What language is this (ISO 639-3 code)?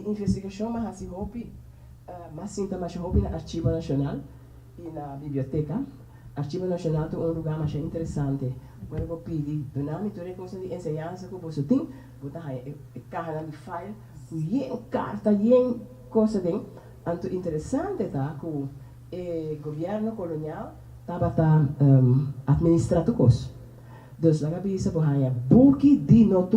pap